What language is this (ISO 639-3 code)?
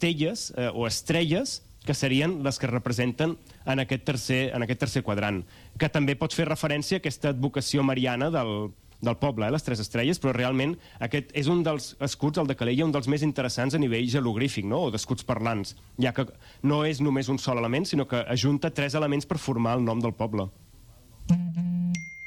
cat